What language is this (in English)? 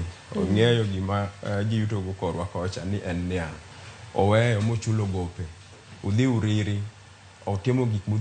Luo (Kenya and Tanzania)